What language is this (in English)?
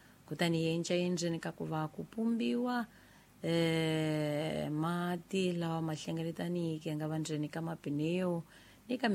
Tsonga